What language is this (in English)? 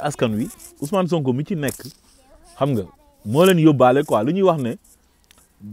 Wolof